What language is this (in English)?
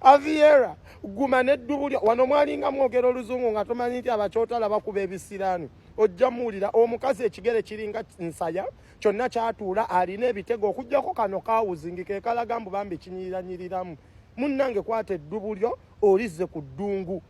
Ganda